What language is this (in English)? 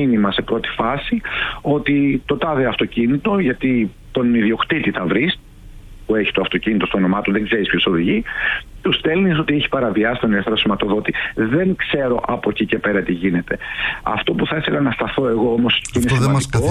Greek